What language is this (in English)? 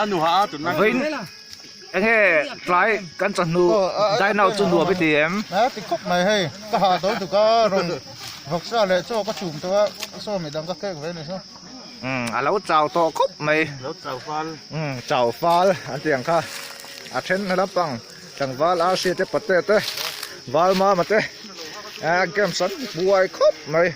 Mizo